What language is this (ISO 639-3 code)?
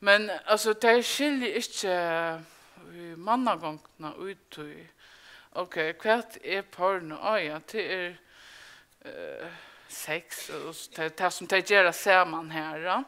fao